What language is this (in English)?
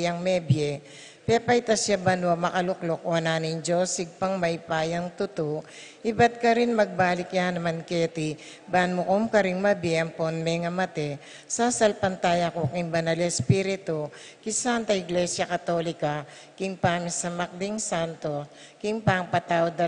Pampanga